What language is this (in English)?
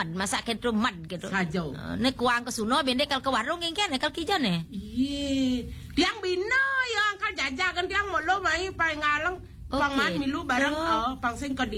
Balinese